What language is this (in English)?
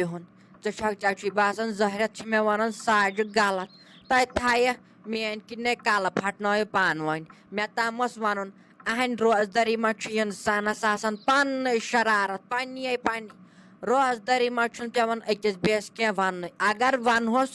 Kashmiri